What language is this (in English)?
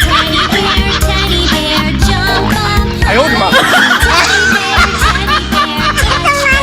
Santali